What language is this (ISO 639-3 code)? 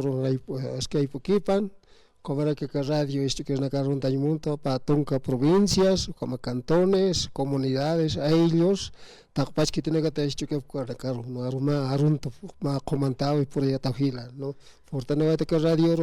aym